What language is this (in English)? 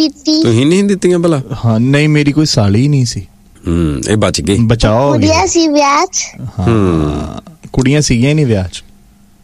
Punjabi